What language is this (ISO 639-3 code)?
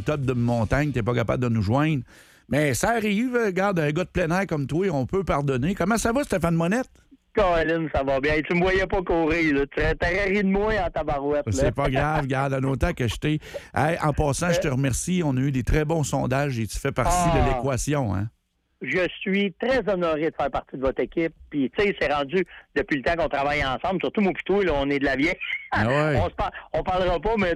fra